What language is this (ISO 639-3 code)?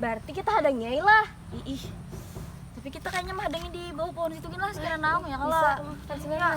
bjn